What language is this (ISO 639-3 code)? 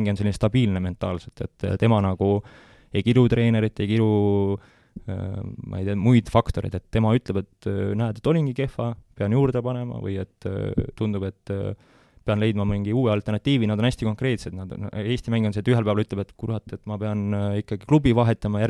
est